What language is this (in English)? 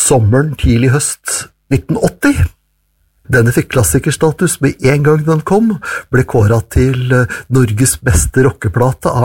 Norwegian